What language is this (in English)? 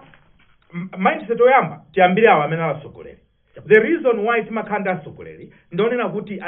Nyanja